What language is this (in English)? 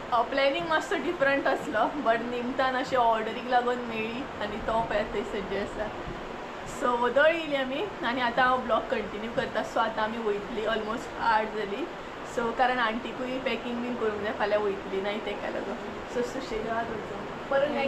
Konkani